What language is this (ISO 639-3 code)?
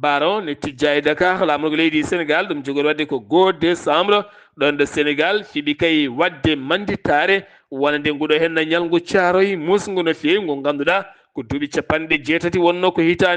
ful